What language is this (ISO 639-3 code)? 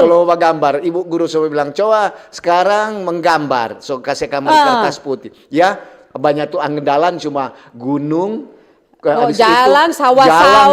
xmm